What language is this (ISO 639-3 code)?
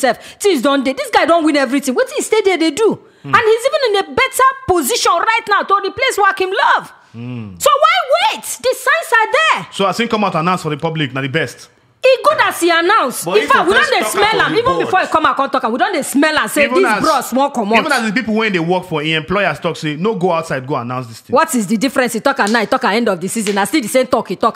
pcm